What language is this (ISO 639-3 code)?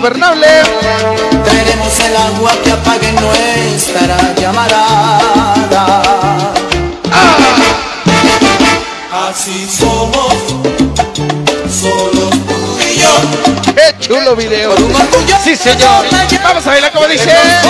spa